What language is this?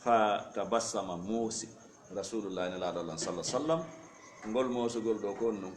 Fula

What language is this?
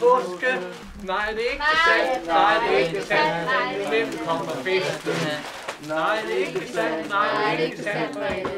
Danish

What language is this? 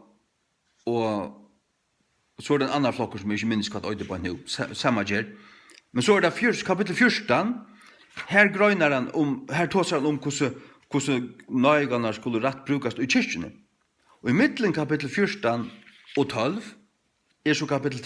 Faroese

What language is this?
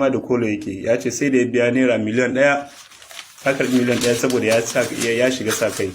Hausa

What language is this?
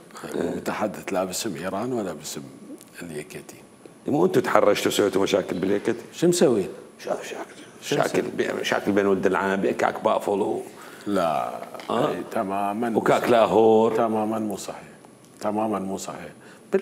Mesopotamian Arabic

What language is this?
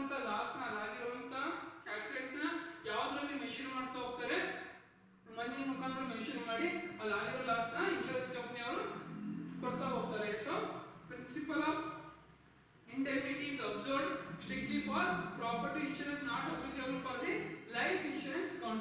Kannada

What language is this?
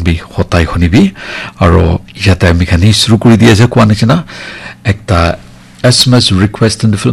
Naga Pidgin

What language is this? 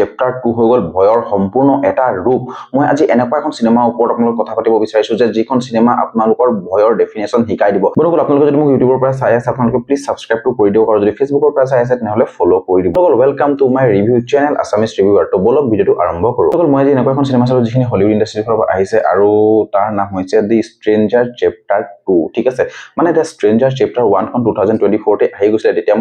Assamese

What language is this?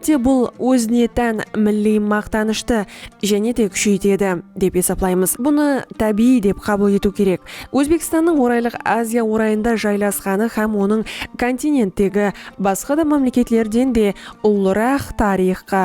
Kara-Kalpak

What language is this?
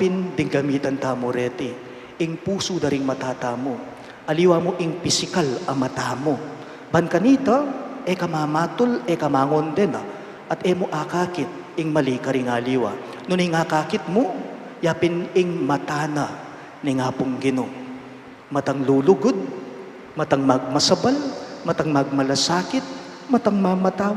Pampanga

